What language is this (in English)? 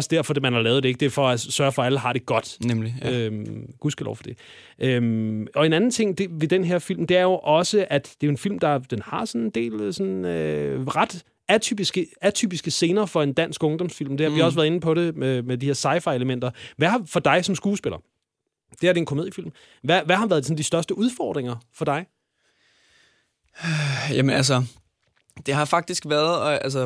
Danish